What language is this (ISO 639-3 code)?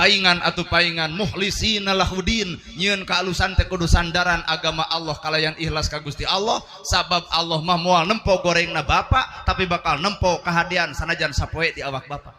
sun